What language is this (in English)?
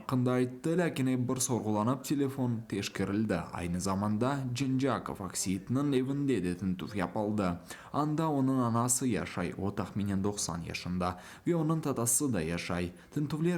Crimean Tatar